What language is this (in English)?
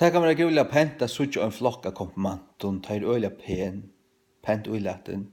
Faroese